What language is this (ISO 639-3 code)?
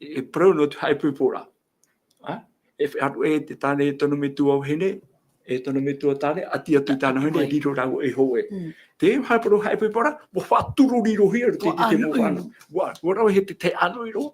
tah